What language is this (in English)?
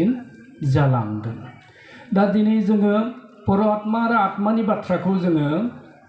Bodo